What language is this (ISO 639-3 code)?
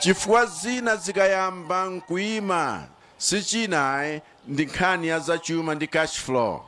nya